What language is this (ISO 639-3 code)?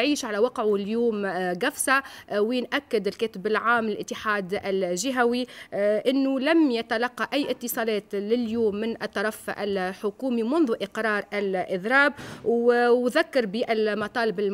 aeb